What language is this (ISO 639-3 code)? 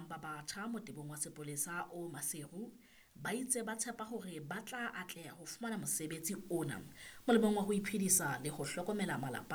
sot